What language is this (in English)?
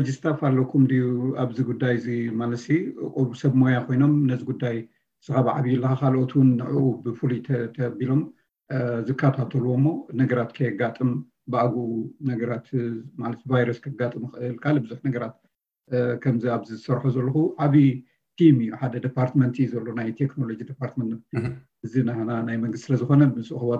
Tigrinya